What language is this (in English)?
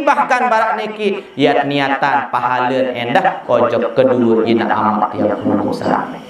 Sasak